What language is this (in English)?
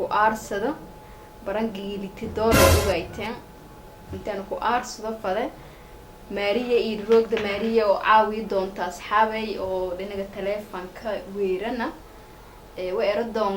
Somali